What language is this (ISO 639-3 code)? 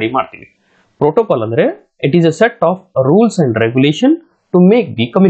kan